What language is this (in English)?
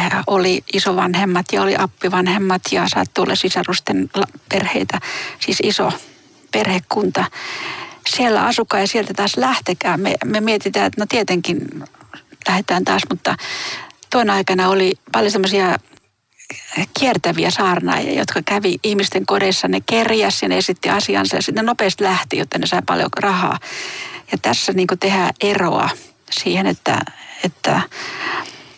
Finnish